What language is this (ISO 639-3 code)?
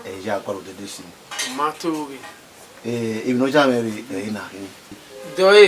bin